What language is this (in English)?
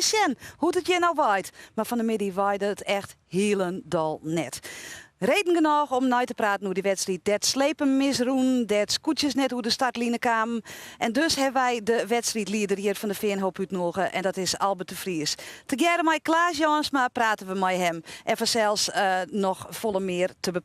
Western Frisian